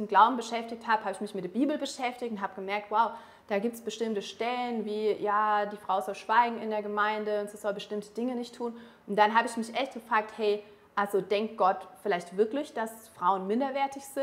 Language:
Swiss German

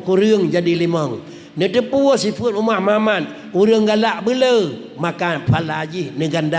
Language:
Achinese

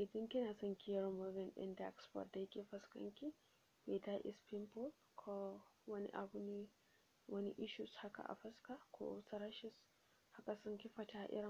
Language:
Hausa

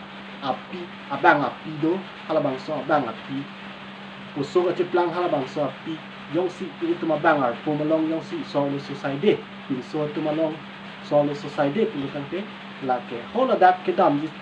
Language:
Karbi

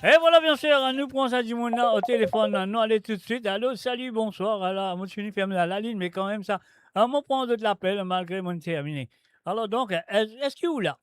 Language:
Morisyen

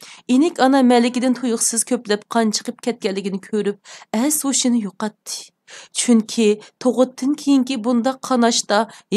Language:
Uyghur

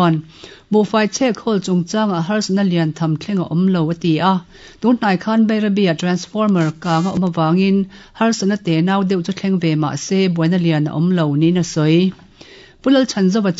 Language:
Mizo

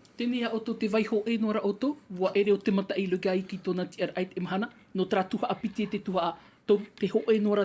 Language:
Tahitian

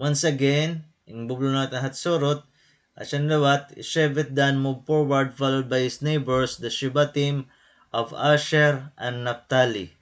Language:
Waray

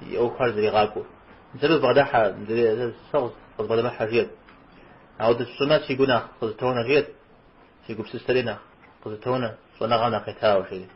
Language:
Kabardian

